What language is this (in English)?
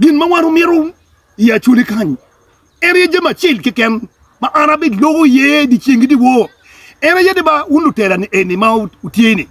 Acoli